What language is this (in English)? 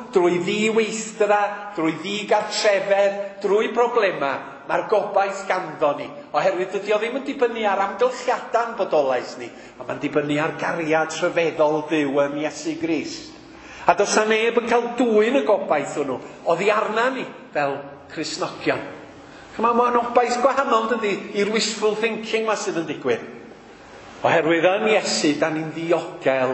Welsh